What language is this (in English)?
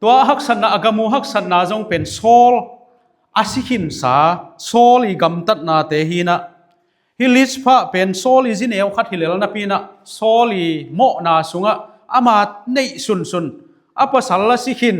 Tedim Chin